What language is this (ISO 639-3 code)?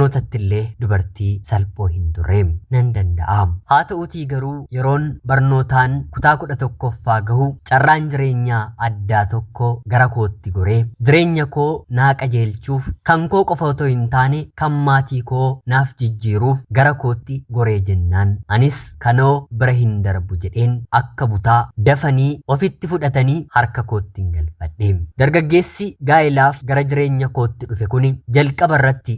orm